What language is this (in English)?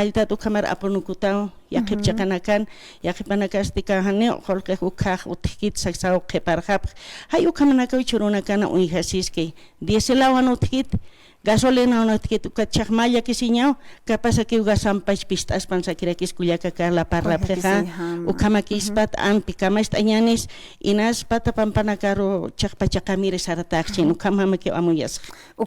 Aymara